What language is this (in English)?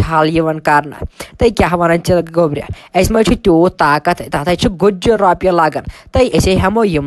Kashmiri